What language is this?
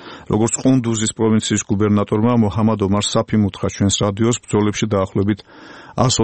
Georgian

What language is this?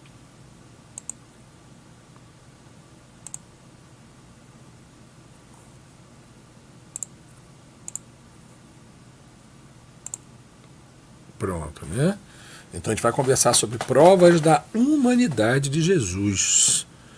Portuguese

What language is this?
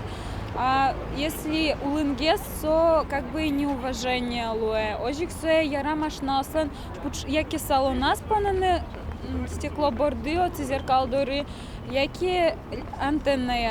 Udmurt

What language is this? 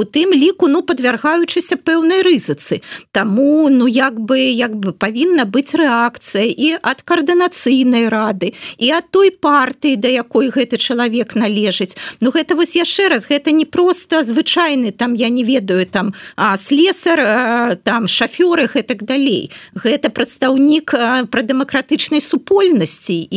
Belarusian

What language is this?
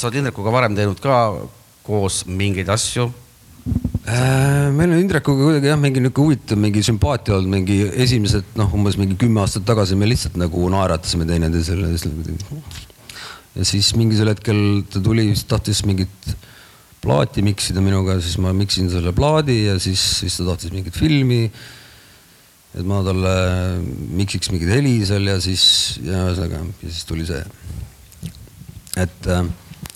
Estonian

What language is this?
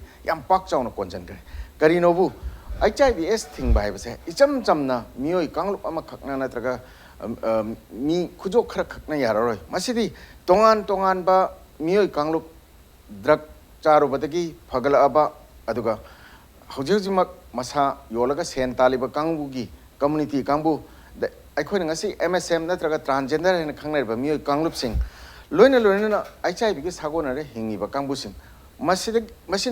Manipuri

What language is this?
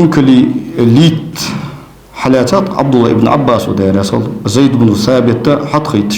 Ingush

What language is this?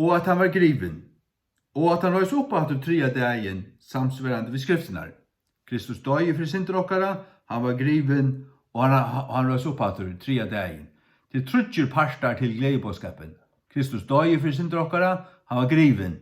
Faroese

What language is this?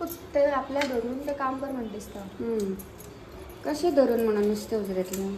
Konkani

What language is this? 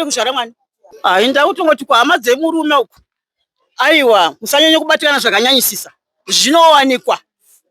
Shona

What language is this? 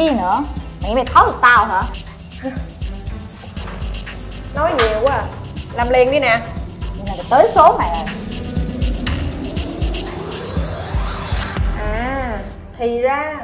Vietnamese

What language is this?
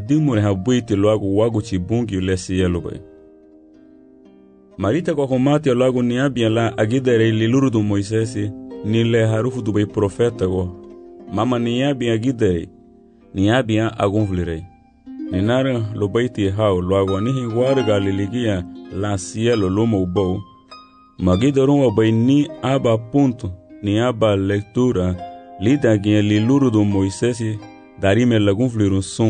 Garifuna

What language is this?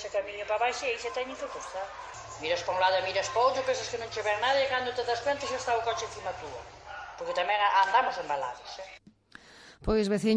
Galician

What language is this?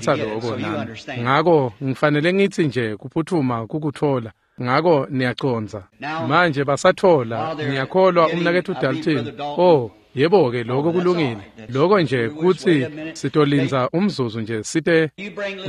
Swati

